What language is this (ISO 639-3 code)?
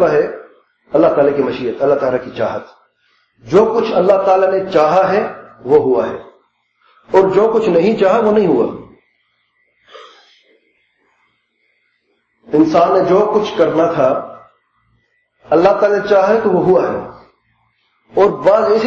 urd